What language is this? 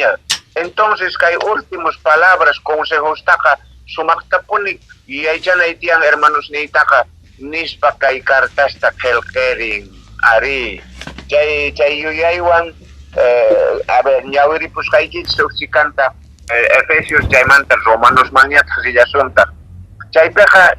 Quechua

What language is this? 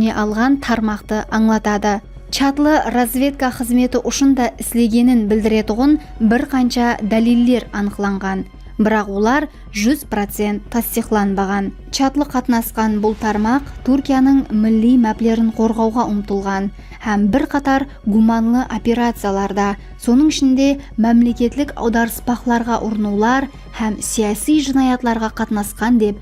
Kara-Kalpak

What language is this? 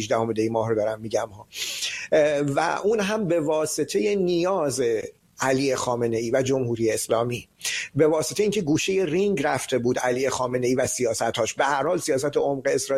Persian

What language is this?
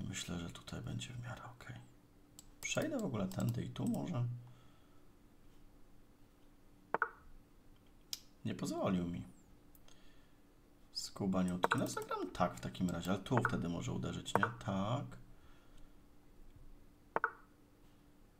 Polish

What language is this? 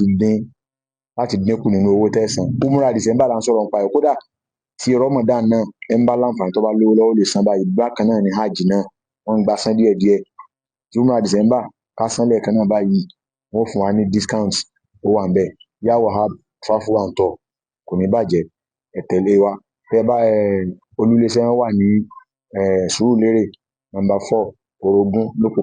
Yoruba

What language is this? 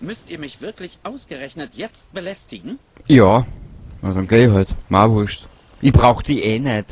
Bavarian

